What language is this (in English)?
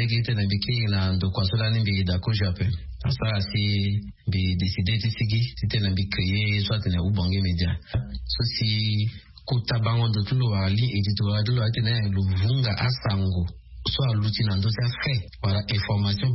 Sango